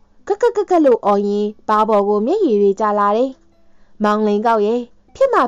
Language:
Burmese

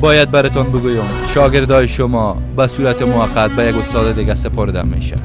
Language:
Persian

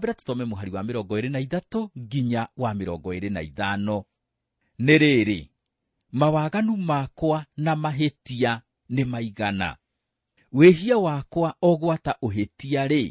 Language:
Kikuyu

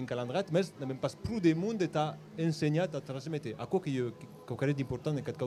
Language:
Occitan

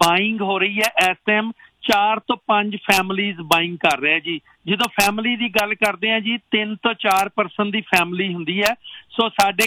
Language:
Punjabi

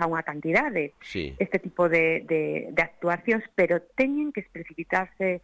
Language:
Galician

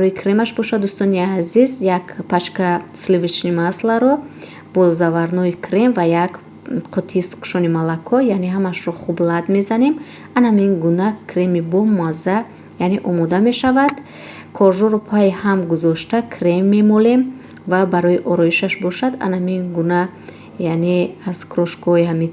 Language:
Tajik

